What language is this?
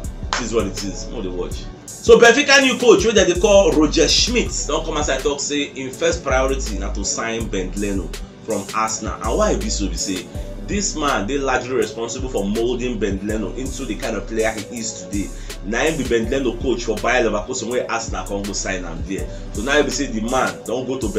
Nigerian Pidgin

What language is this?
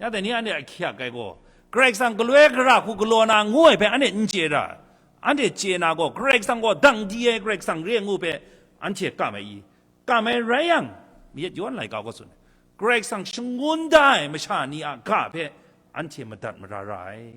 Kachin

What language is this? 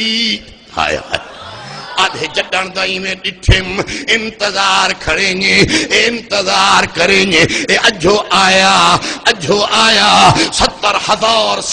Saraiki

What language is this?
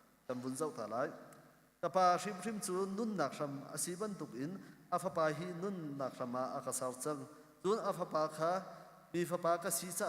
Hakha Chin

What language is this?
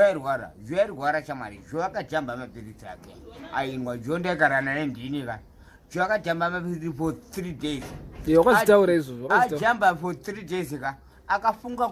Shona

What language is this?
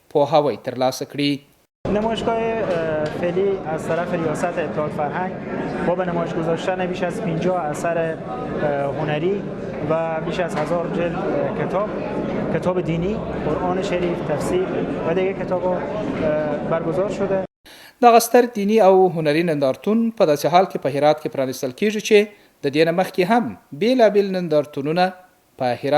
Pashto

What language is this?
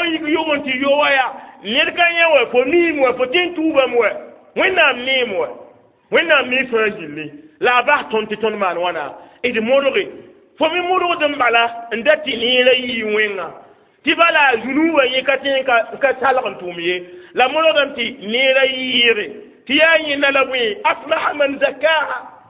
Mossi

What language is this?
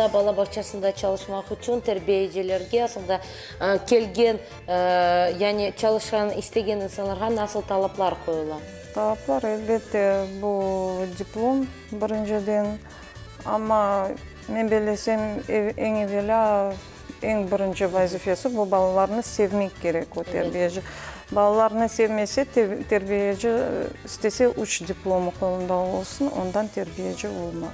Crimean Tatar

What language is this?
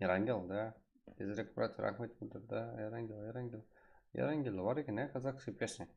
Kara-Kalpak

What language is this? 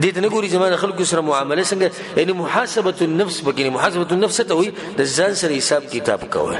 Pashto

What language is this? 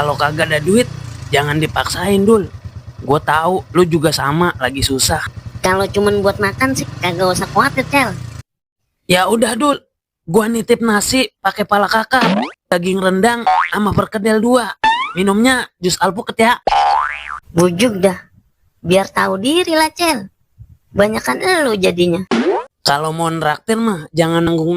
Betawi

